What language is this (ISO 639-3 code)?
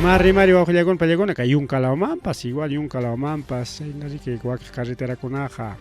quy